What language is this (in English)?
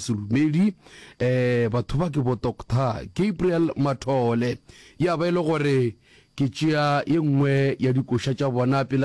Northern Sotho